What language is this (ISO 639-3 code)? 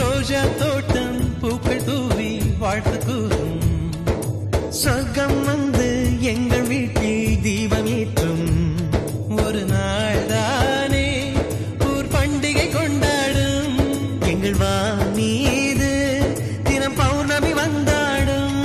tam